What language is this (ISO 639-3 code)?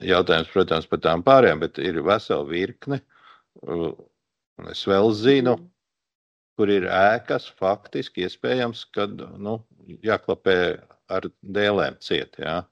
lav